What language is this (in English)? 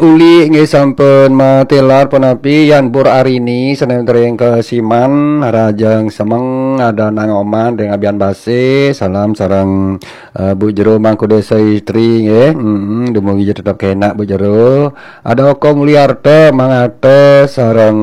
Balinese